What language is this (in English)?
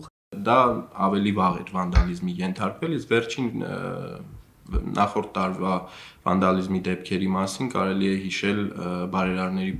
Armenian